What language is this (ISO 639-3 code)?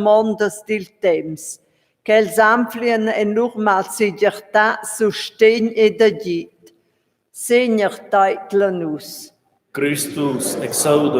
roh